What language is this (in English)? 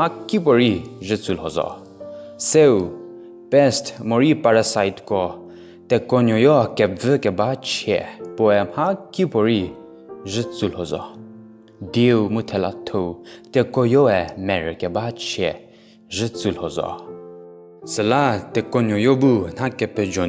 Angami Naga